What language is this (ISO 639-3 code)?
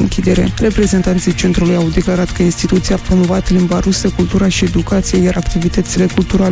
ron